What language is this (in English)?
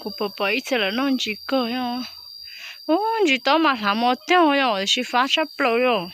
Hmong